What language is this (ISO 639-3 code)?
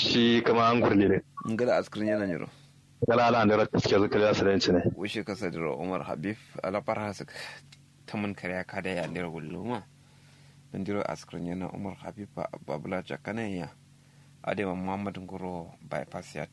kau